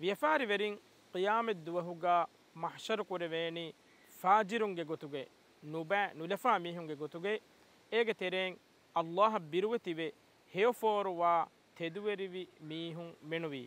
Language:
Divehi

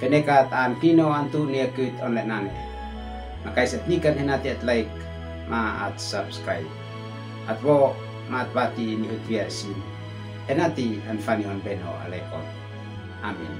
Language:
Uab Meto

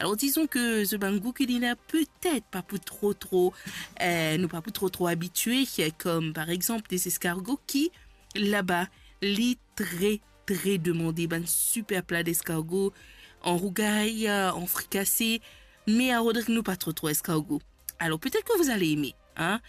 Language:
Morisyen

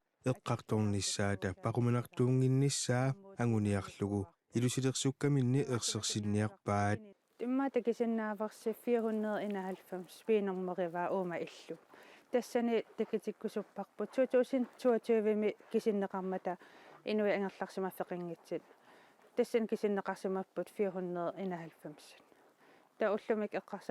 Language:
Kalaallisut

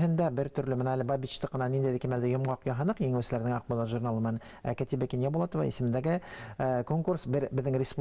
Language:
Bashkir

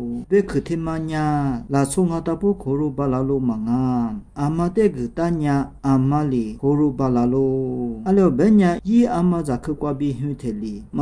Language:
Lisu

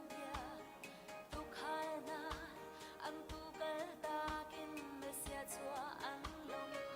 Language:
Hakha Chin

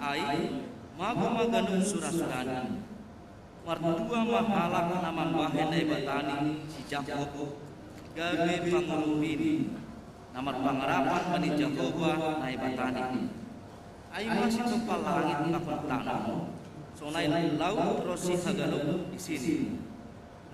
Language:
Batak Simalungun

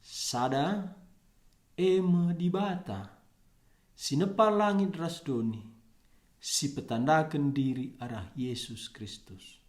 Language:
Batak Karo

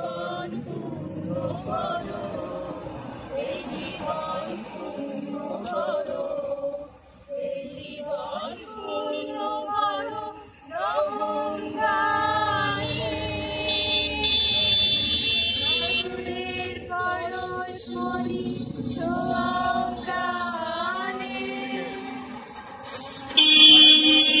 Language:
Bangla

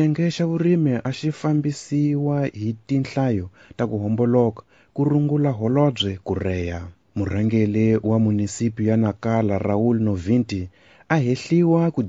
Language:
Tsonga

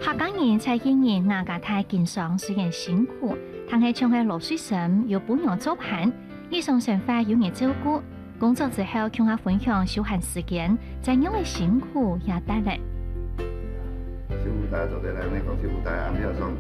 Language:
Hakka Chinese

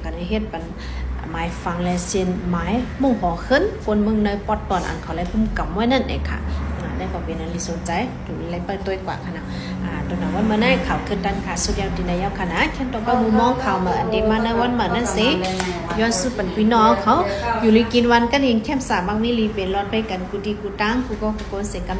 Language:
Shan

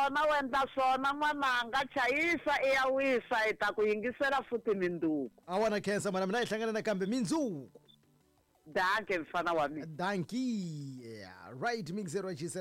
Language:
Tsonga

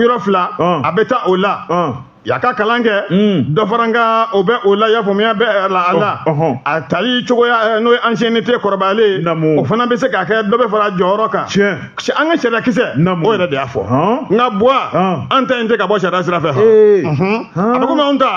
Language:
Bambara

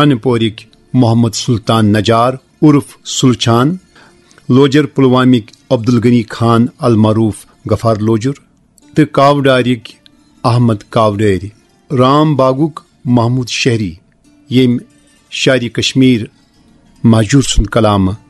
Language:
Kashmiri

